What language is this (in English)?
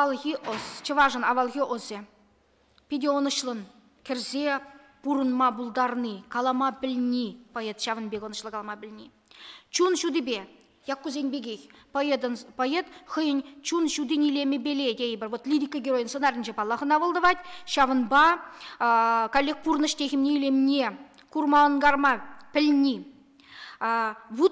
Chuvash